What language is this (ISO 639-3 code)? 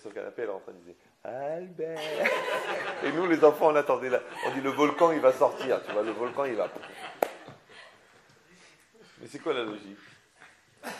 fra